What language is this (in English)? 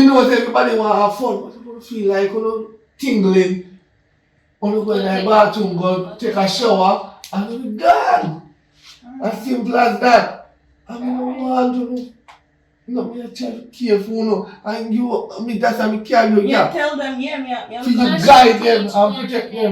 Jamaican Creole English